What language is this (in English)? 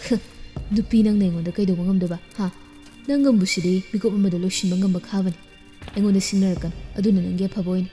Manipuri